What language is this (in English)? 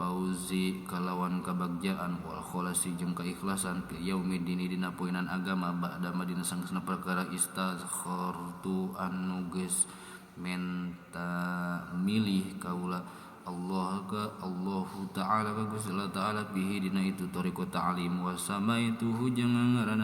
Sundanese